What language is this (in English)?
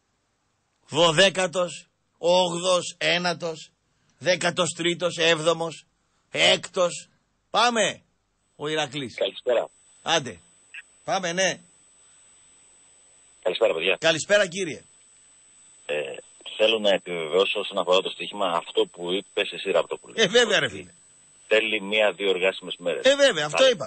Greek